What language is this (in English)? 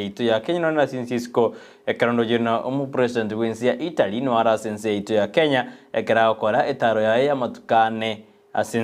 Gusii